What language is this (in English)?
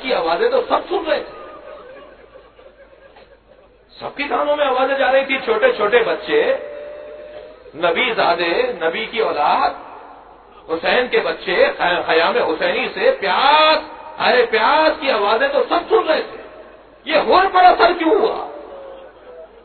Urdu